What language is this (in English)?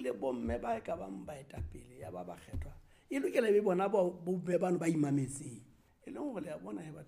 Southern Sotho